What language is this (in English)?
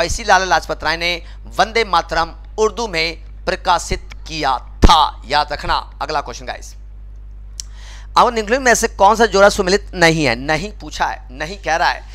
Hindi